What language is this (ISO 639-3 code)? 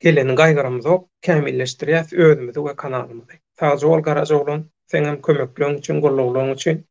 tuk